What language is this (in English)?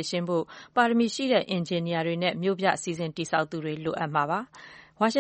Burmese